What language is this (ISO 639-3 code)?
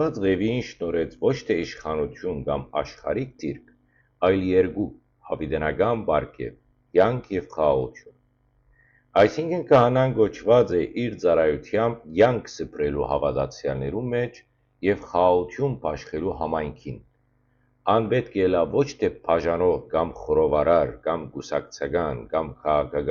hyw